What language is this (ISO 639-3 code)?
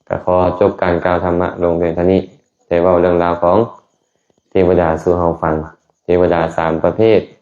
lao